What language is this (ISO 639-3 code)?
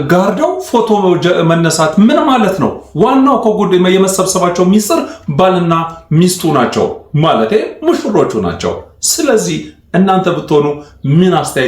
amh